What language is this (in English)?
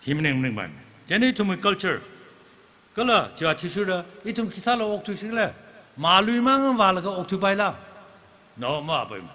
Tangkhul Naga (India)